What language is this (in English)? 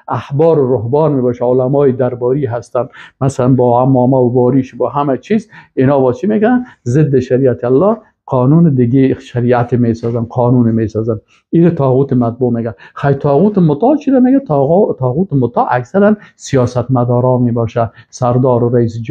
Persian